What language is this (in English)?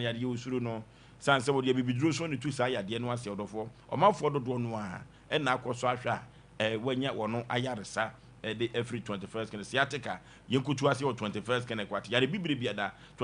Akan